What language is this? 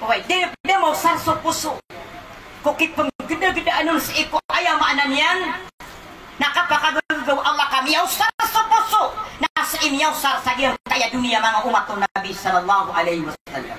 Maranao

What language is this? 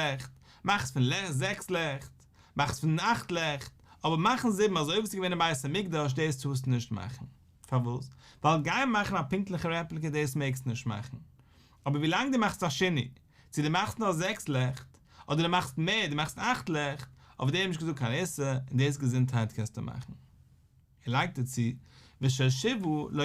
Yiddish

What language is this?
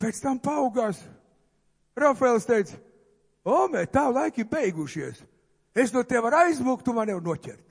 Latvian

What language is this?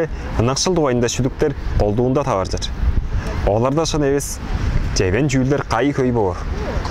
Tuvinian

